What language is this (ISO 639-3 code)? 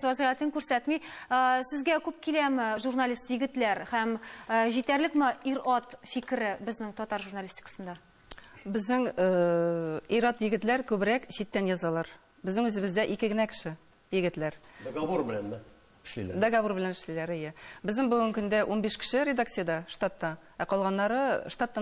tat